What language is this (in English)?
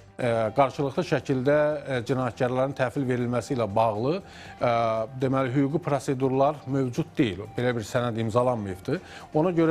Azerbaijani